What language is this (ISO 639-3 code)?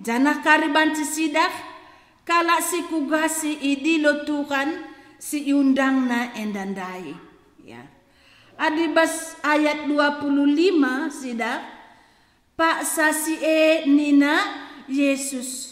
btx